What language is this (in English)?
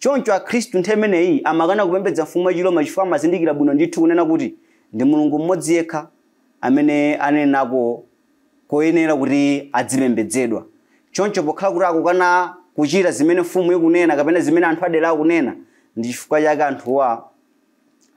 Nyanja